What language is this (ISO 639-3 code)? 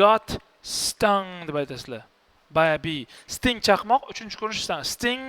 uzb